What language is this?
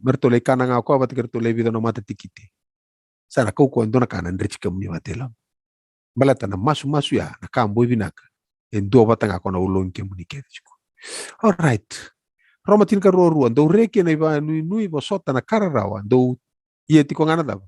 Fijian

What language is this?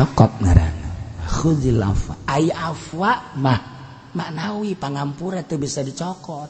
Sundanese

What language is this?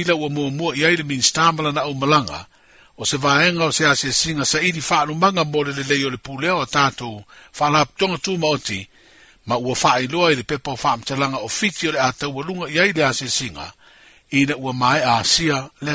Samoan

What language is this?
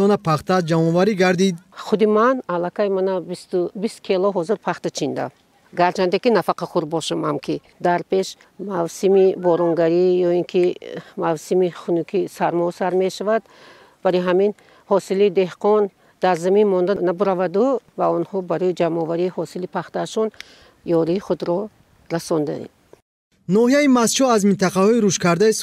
Tajik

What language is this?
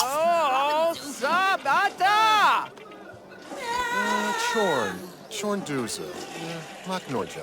Bavarian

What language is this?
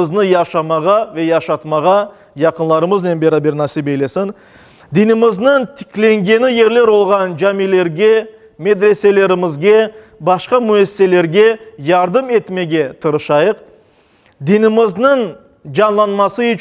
Crimean Tatar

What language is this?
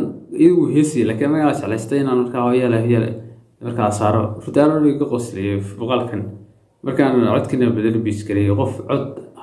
Somali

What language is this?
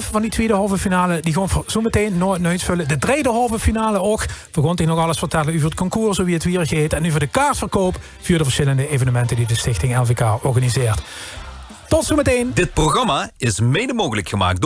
Limburgish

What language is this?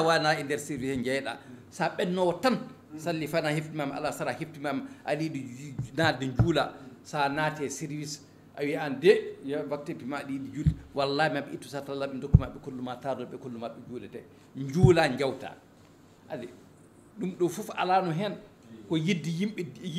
Fula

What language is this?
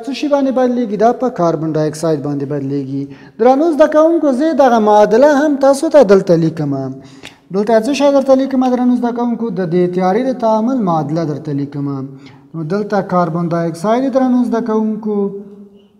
Pashto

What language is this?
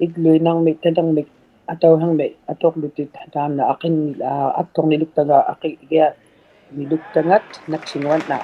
Inuktitut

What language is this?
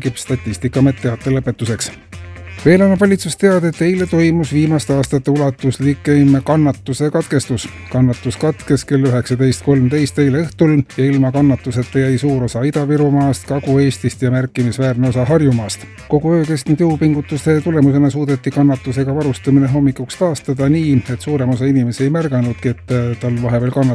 Estonian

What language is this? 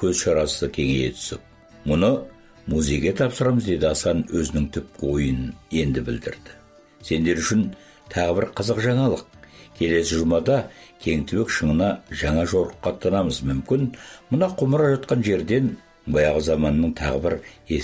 Kazakh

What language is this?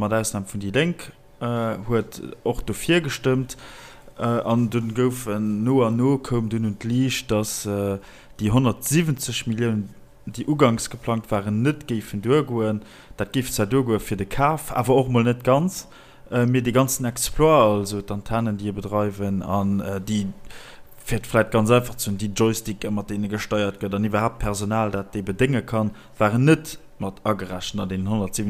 Luxembourgish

